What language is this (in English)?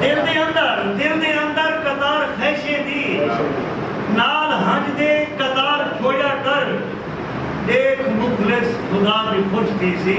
Saraiki